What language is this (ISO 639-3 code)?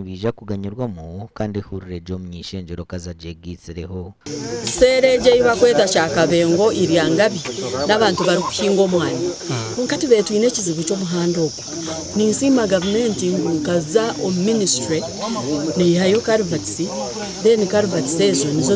nyn